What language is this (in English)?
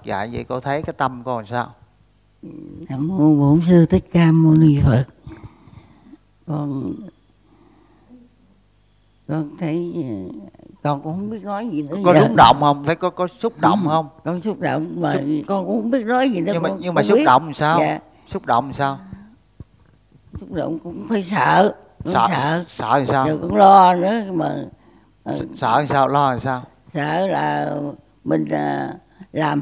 Vietnamese